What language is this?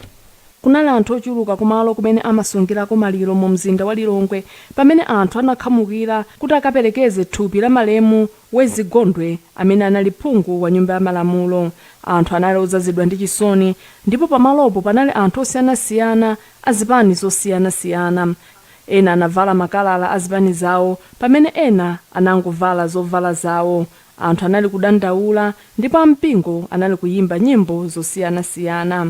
Nyanja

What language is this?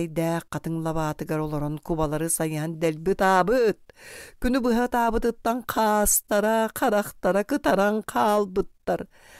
Yakut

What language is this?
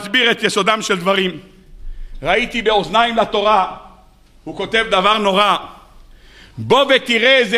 Hebrew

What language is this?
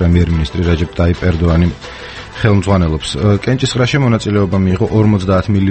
Georgian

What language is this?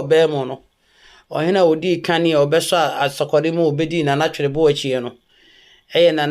Akan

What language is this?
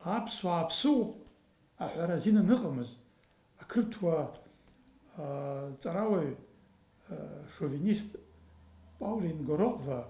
Abkhazian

